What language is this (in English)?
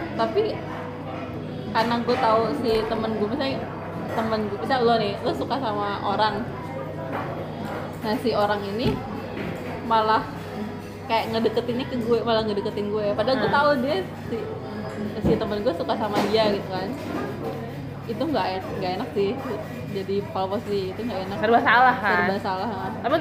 Indonesian